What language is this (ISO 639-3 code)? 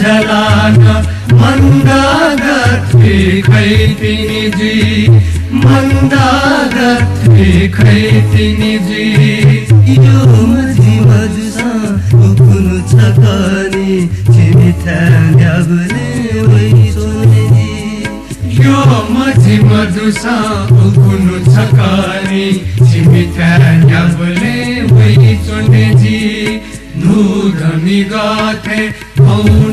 new